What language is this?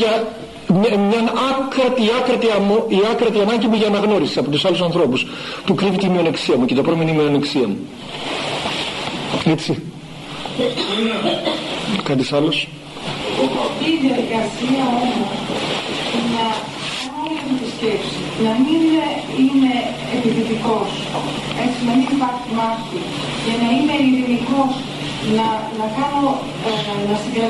Greek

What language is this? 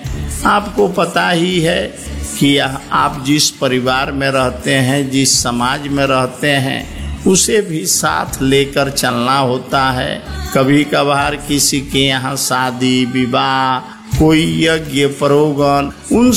Hindi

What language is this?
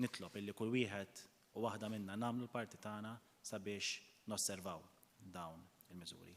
Maltese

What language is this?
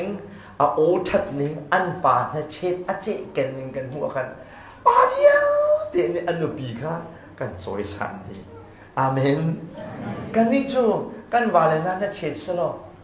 Hakha Chin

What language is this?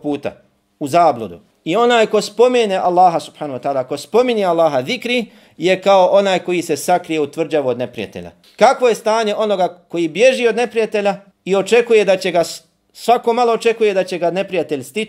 Bosnian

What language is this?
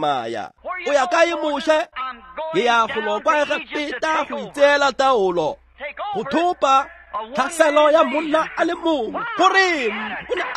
Tswana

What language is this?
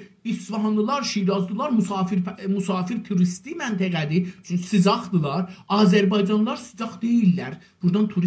South Azerbaijani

